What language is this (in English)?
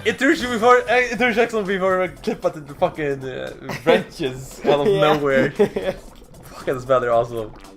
Faroese